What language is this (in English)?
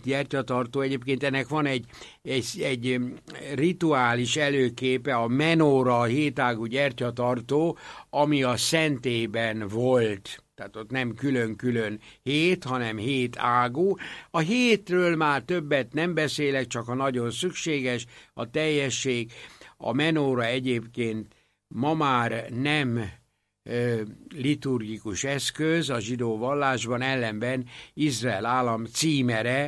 Hungarian